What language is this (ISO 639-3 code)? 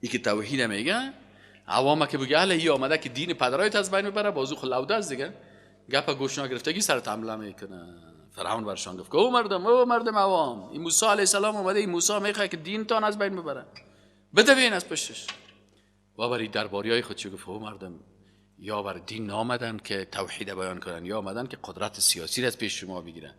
fas